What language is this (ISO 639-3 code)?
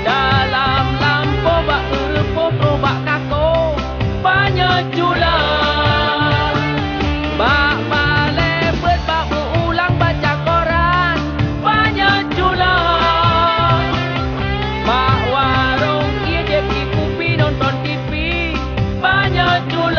ace